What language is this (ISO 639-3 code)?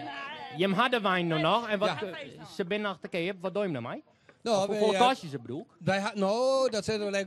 fry